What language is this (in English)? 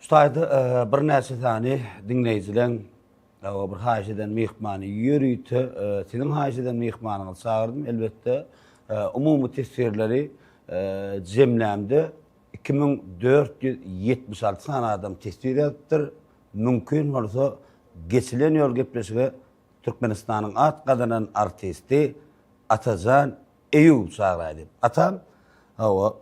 Turkmen